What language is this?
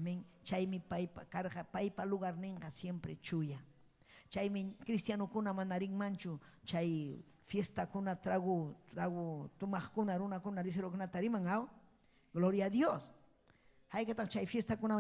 Ayacucho Quechua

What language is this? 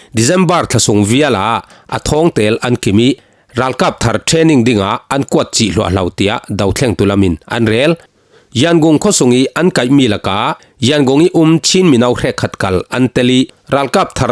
Falam Chin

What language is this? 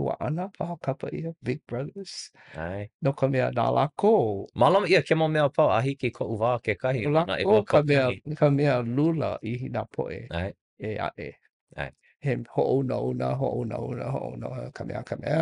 Hawaiian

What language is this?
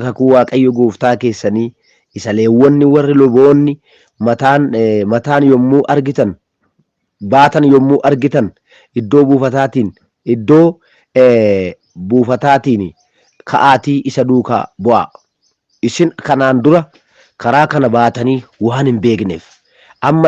Oromo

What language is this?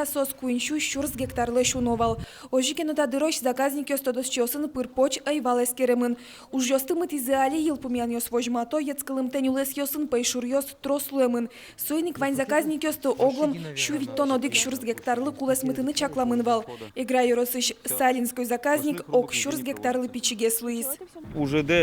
Udmurt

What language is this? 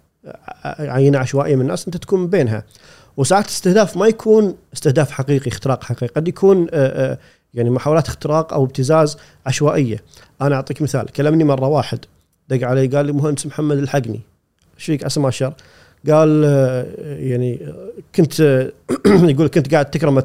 Gulf Arabic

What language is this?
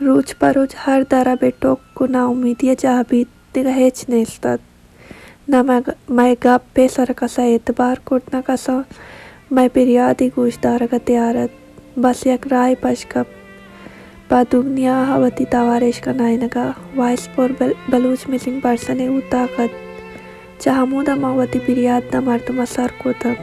Baluchi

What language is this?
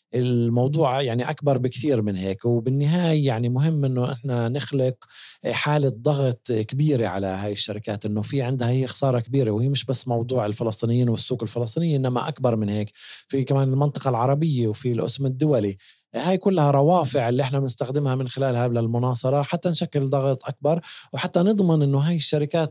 North Levantine Arabic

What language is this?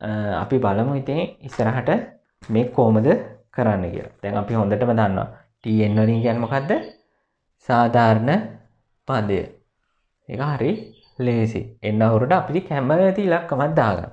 Sinhala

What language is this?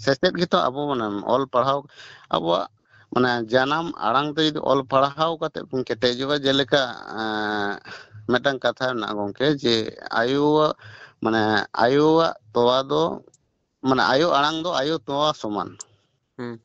Santali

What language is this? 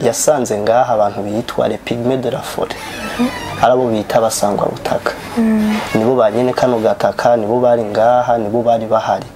Rundi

